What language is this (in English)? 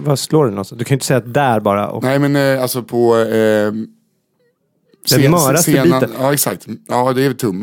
Swedish